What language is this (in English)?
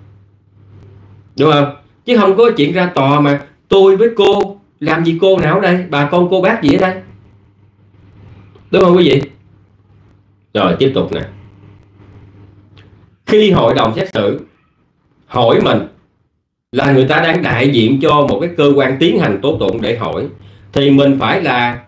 Vietnamese